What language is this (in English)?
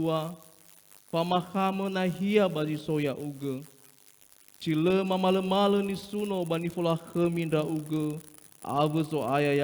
Nias